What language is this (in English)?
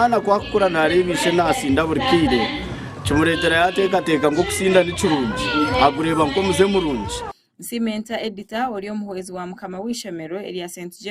Nyankole